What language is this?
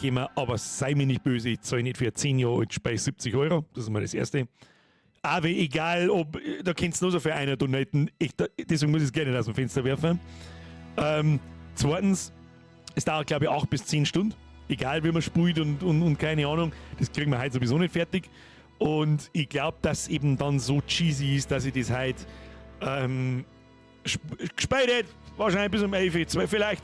Bavarian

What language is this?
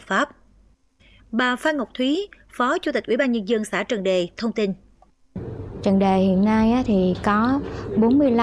Vietnamese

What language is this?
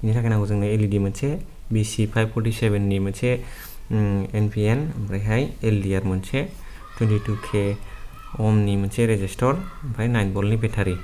Bodo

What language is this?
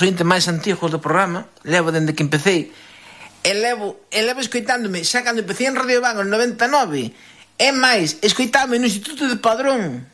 Galician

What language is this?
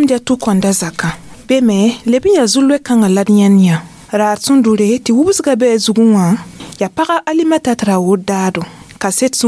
Mossi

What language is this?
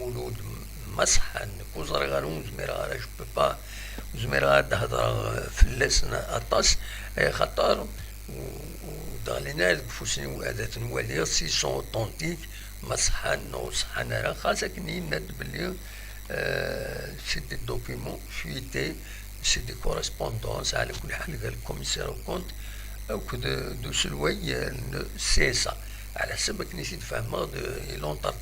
Kabyle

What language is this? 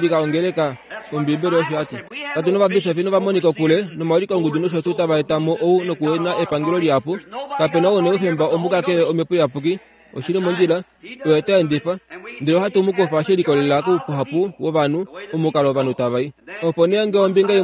Kuanyama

